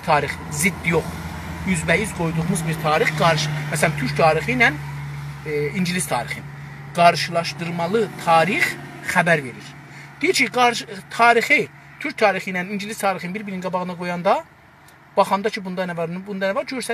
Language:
South Azerbaijani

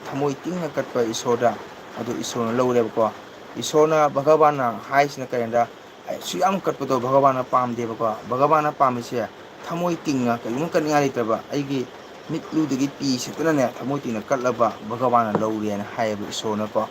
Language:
Manipuri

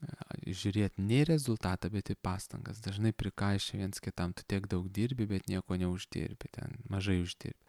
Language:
Lithuanian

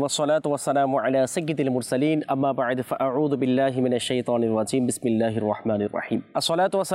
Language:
Bangla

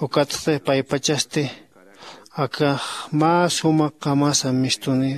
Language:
Aymara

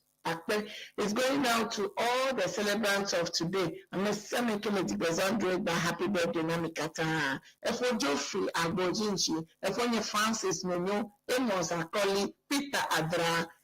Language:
Ewe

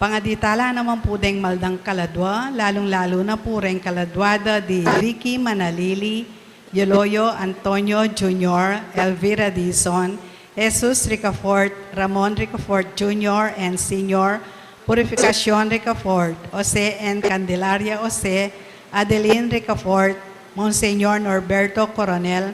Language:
Pampanga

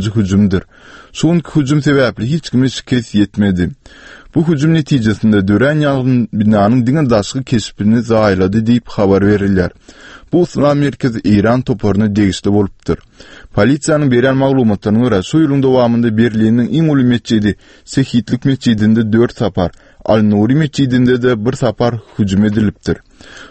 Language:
Turkmen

